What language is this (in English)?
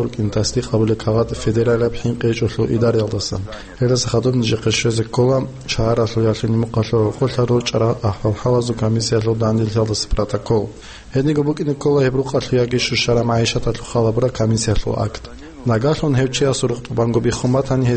Avaric